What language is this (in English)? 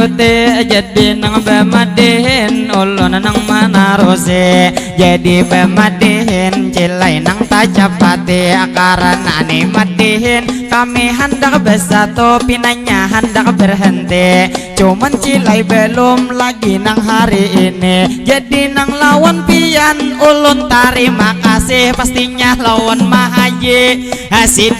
Banjar